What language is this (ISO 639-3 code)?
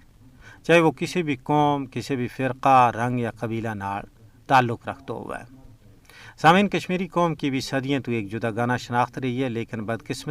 gju